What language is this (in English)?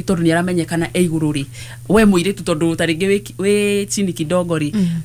Kikuyu